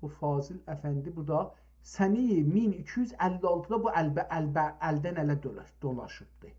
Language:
South Azerbaijani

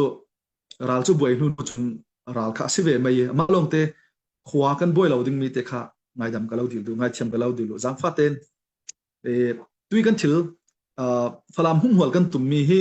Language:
Falam Chin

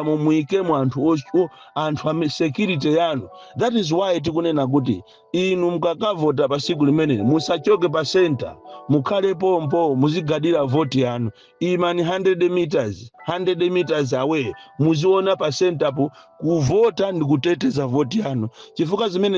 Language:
Nyanja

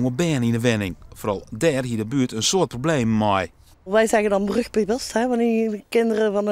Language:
Western Frisian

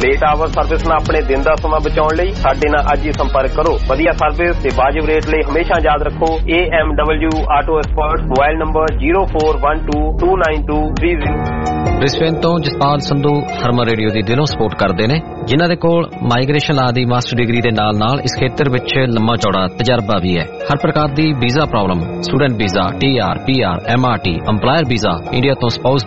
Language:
Punjabi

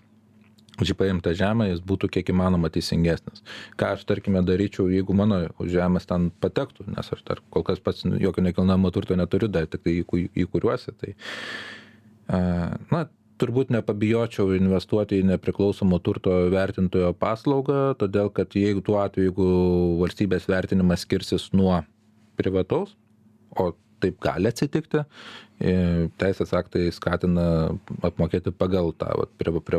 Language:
Lithuanian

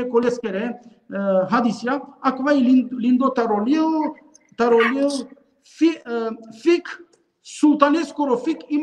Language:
Balkan Romani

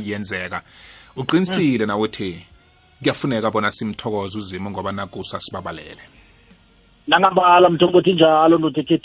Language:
South Ndebele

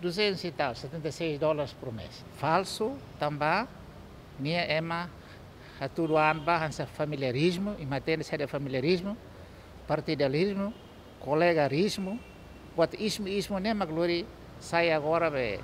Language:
Tetum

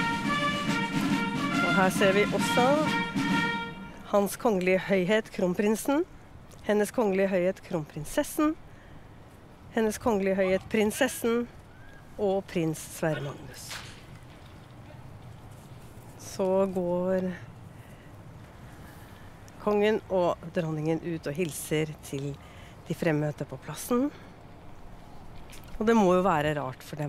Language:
Norwegian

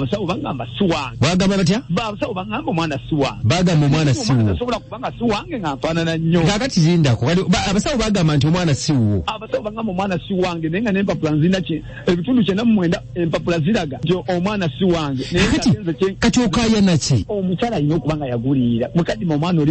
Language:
Ganda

